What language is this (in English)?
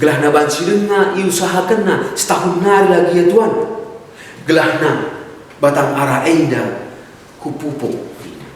Batak Karo